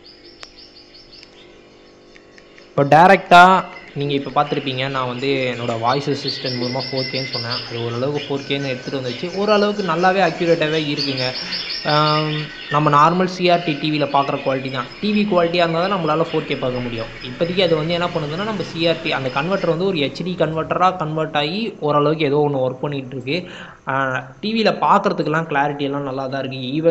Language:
Tamil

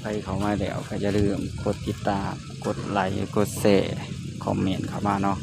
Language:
Northeastern Thai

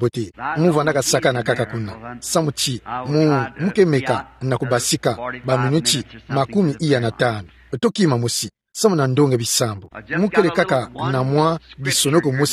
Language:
Kituba (Democratic Republic of Congo)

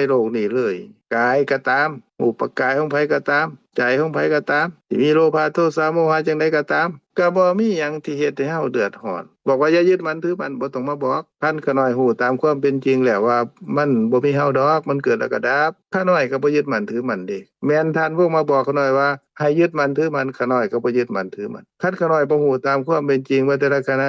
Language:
Lao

